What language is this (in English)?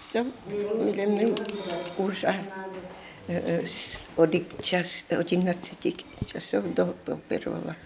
Udmurt